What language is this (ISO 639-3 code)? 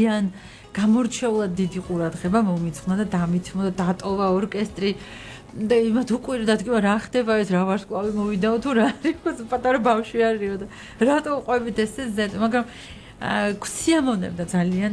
kat